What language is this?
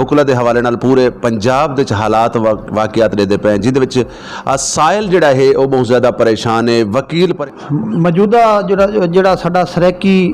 Saraiki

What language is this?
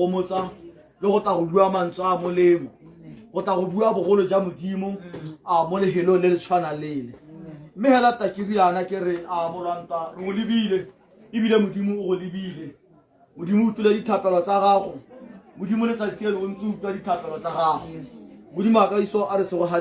Tswana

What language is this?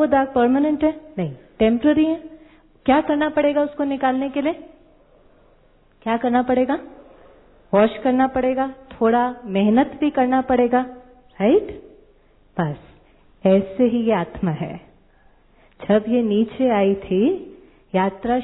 Hindi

